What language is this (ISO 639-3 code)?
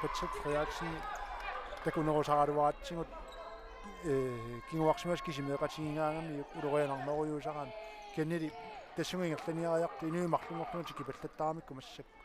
kal